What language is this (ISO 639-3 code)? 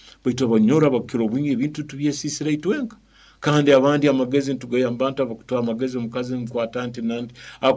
nyo